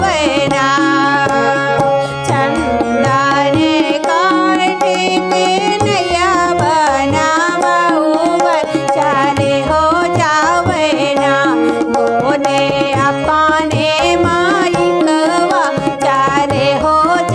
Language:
Bhojpuri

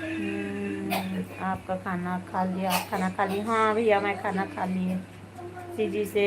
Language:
Chhattisgarhi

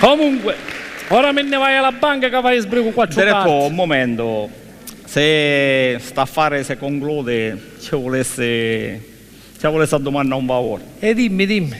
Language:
Sicilian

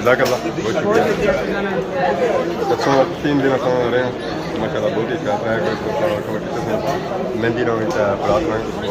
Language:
Pahari-Potwari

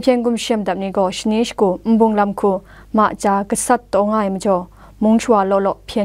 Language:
Kachin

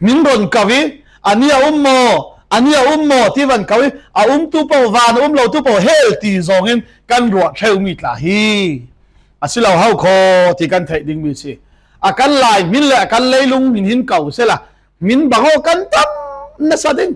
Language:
Falam Chin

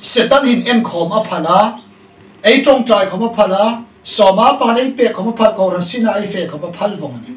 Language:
Hmar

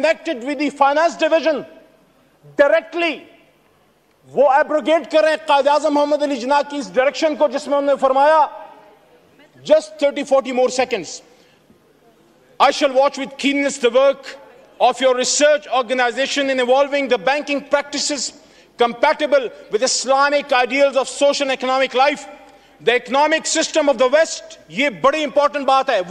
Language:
Urdu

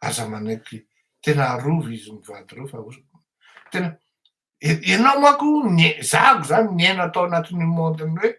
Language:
Malagasy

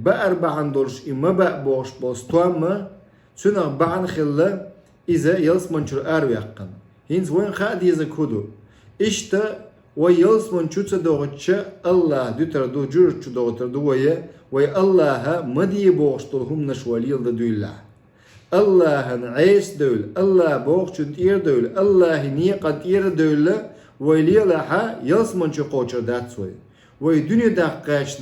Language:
Chechen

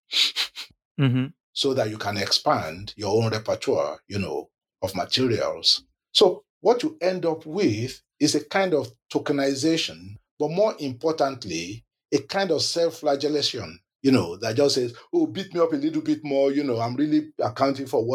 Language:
English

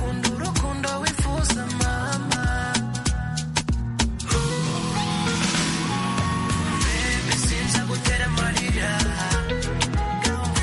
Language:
Kinyarwanda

